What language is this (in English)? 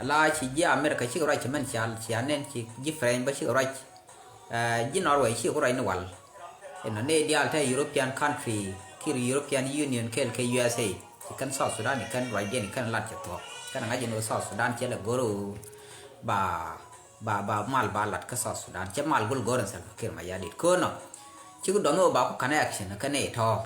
Nuer